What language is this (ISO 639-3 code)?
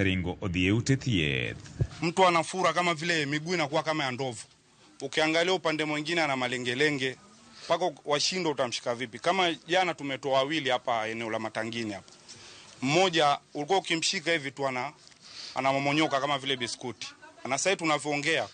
luo